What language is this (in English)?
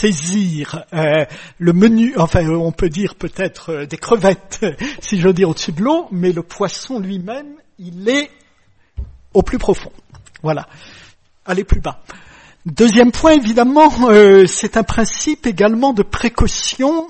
French